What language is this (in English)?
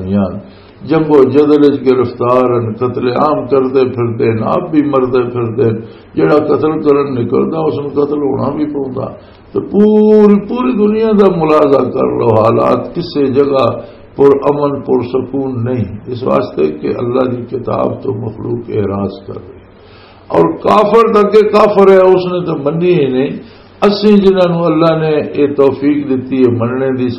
Western Panjabi